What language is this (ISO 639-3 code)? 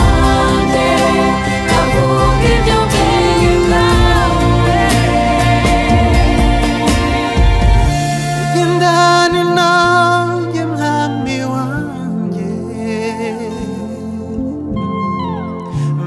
kin